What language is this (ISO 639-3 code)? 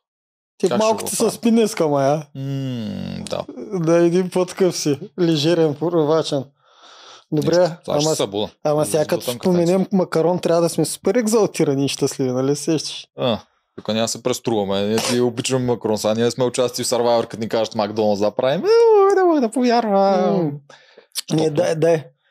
bul